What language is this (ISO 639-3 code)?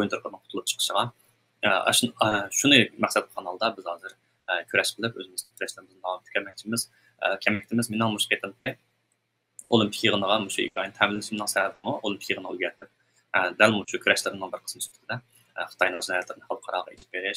uig